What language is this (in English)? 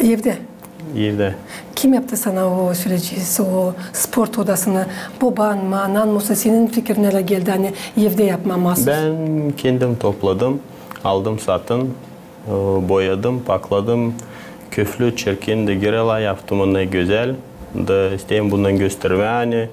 Gagauz